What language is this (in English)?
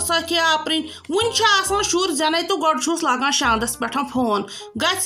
Kashmiri